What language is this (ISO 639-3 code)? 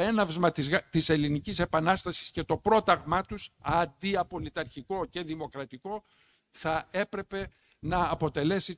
ell